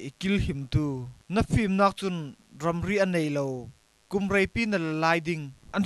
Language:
Falam Chin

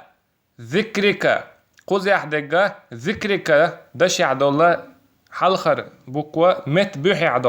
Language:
Chechen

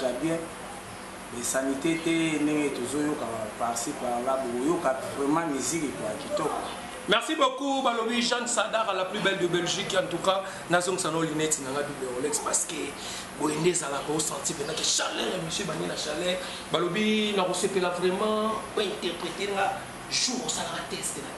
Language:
Lingala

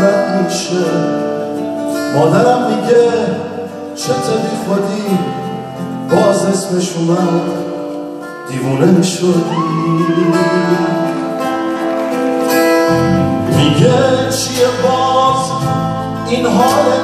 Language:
Persian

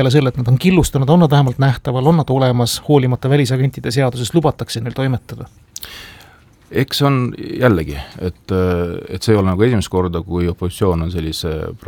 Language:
Estonian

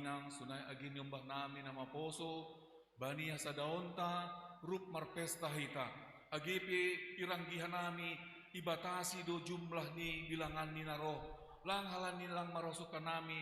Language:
Batak Simalungun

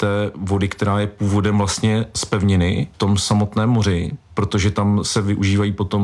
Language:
Czech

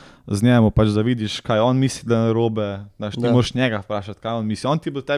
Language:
Slovenian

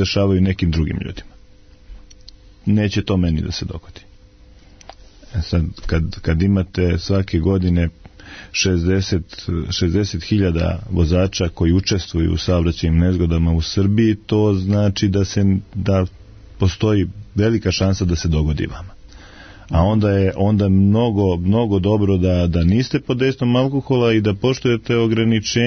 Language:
Serbian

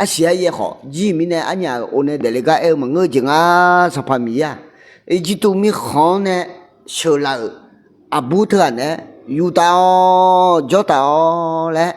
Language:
Akha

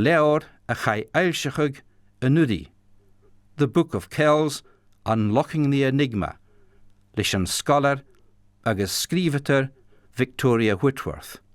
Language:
Scottish Gaelic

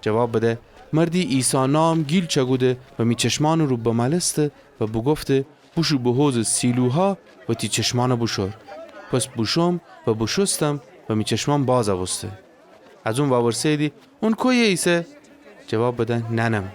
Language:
Gilaki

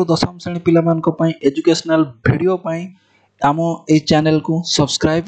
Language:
Odia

